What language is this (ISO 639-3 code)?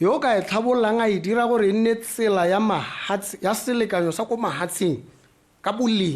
tsn